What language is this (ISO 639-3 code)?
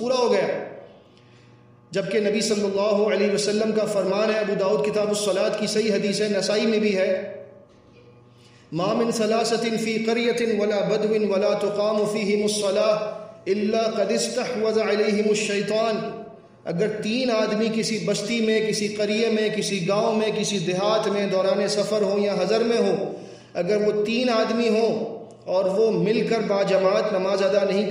urd